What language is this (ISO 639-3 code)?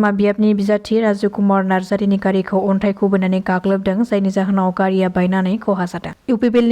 brx